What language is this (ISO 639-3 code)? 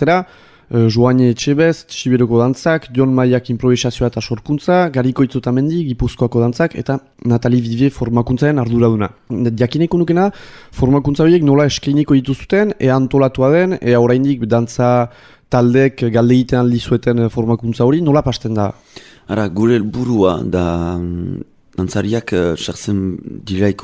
eus